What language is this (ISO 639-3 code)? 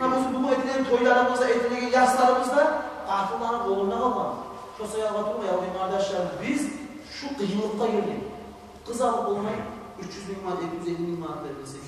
kum